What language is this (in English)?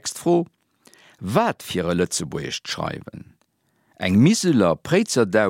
Luxembourgish